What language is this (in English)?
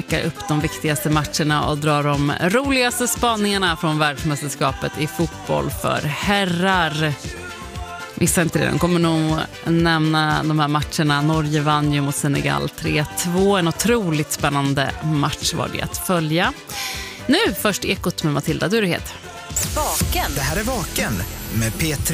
Swedish